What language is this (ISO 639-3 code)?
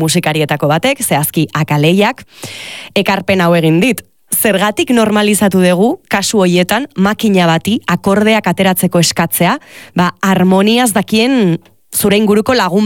eus